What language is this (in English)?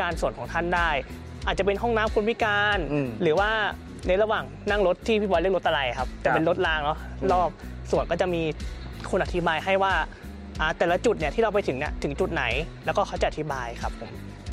Thai